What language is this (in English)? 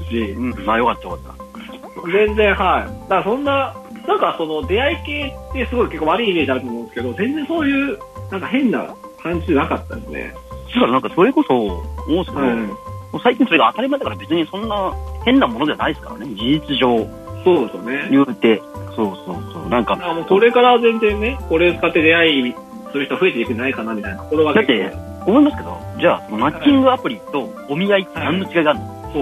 Japanese